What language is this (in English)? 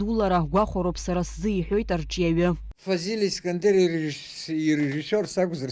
Abkhazian